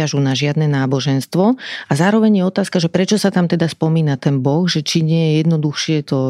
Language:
Slovak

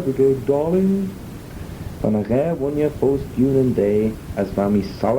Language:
Manx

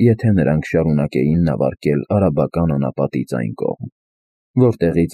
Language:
Armenian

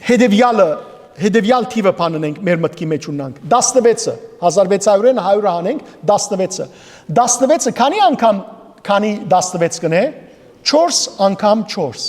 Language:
Western Armenian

